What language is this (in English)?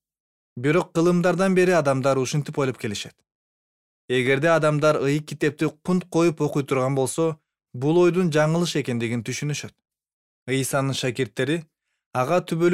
Kyrgyz